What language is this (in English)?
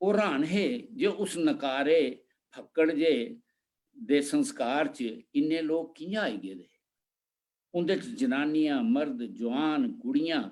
Dogri